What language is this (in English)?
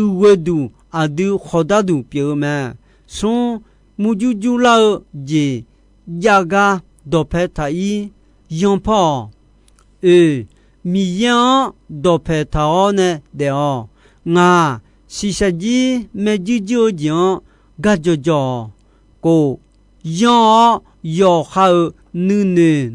Akha